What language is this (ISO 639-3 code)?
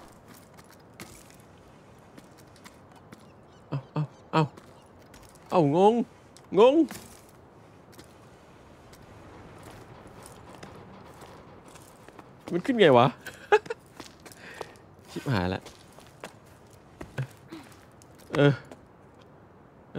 tha